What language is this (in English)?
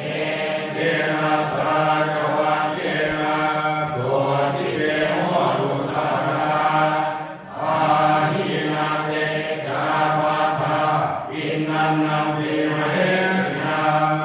Pali